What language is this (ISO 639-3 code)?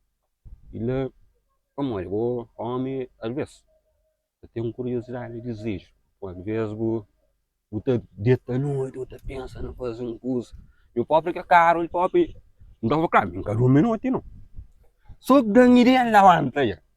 kea